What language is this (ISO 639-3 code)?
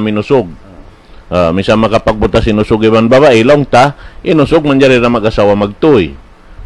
tsg